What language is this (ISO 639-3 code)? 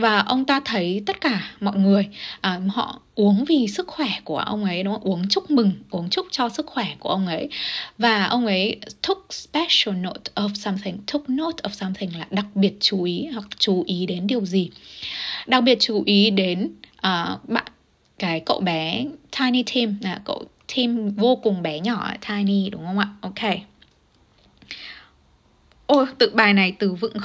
vie